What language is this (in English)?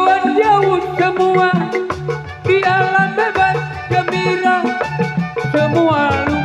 Betawi